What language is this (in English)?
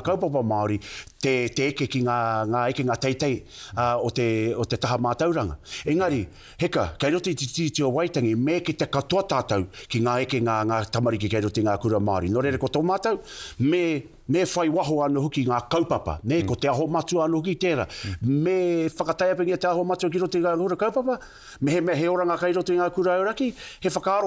Māori